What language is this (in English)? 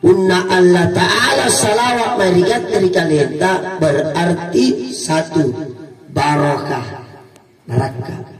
Makasar